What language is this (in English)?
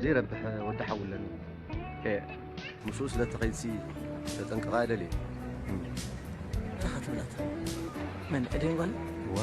Tigrinya